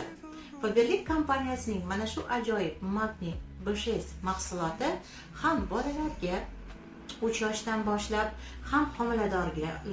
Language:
Uzbek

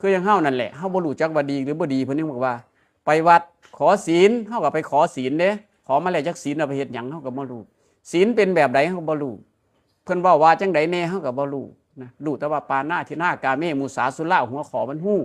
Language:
Northeastern Thai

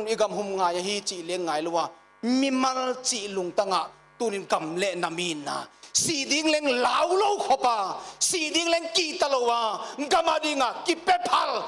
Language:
Paite Chin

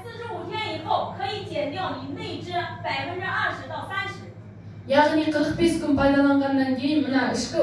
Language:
Kazakh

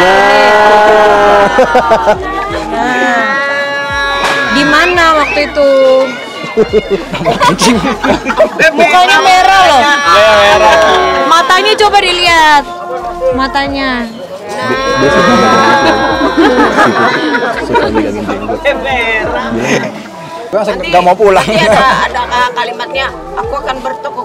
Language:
Indonesian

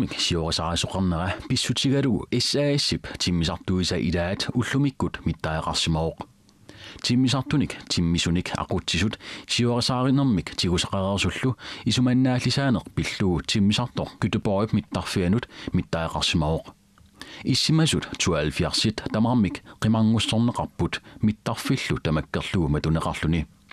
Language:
Kalaallisut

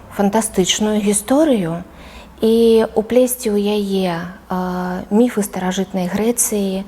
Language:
Belarusian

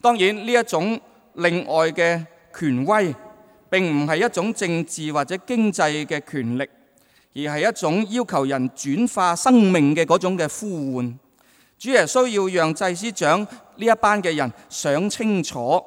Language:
Cantonese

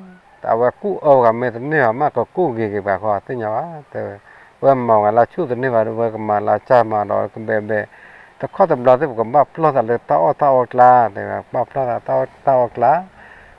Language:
S'gaw Karen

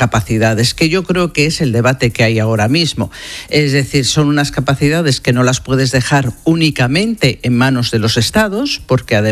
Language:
Spanish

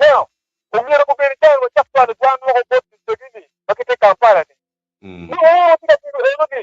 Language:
Acoli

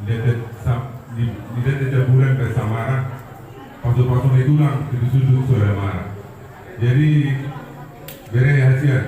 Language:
Batak Toba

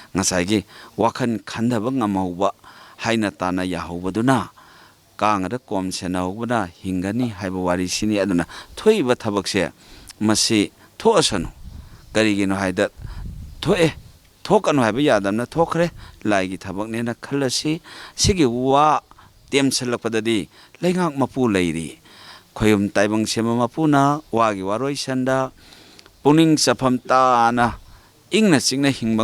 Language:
Manipuri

